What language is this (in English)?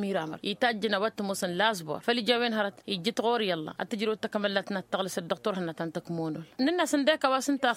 Tamasheq